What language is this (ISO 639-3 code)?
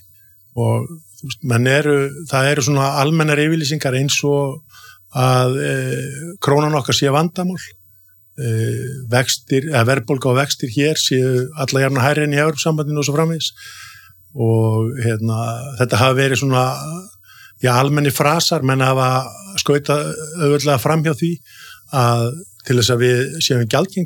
isl